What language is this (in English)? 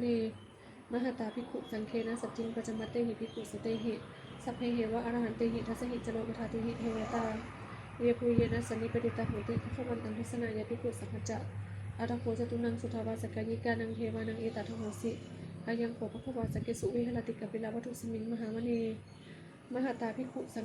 Pali